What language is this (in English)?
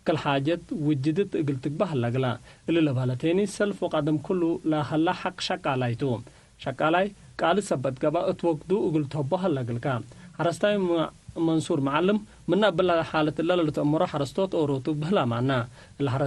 Tigre